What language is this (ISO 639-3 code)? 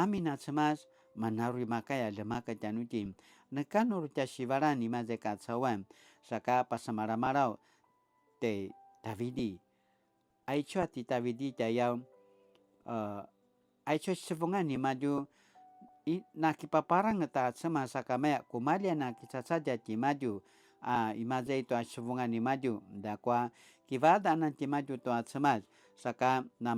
pwn